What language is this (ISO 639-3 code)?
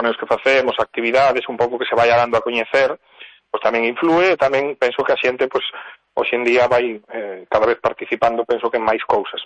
glg